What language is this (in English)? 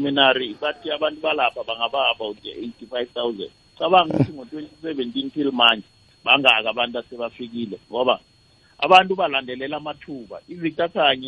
South Ndebele